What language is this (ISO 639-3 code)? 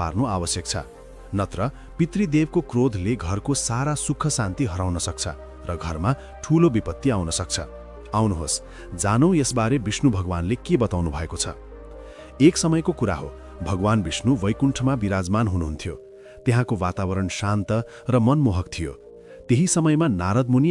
nep